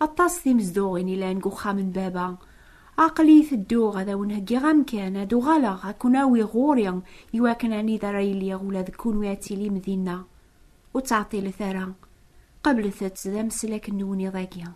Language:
Kabyle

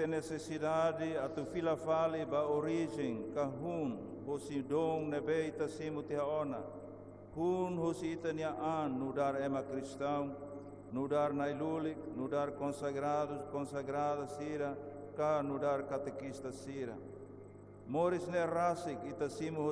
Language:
Tetum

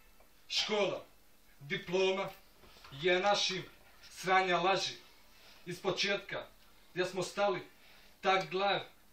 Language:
Bosnian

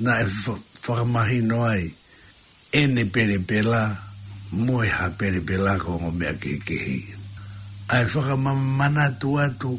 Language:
Tongan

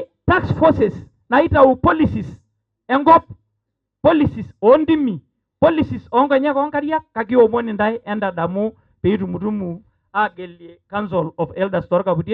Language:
Masai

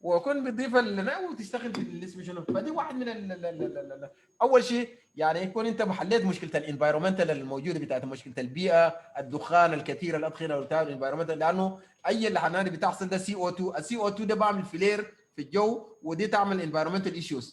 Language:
Sudanese Arabic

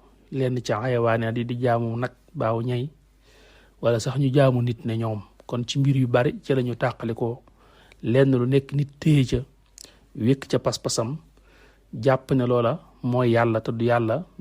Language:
Wolof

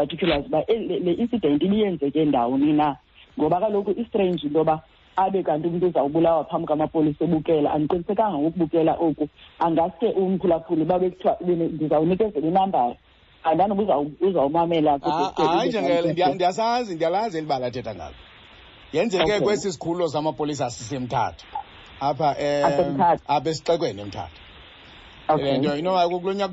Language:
Xhosa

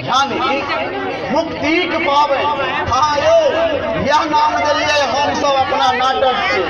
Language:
Maithili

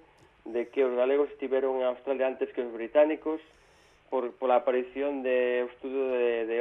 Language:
Galician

